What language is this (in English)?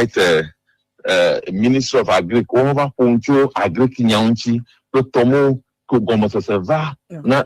Ewe